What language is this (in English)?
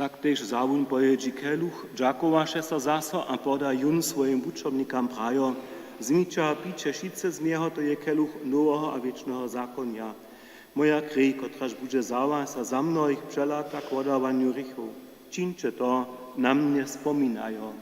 Upper Sorbian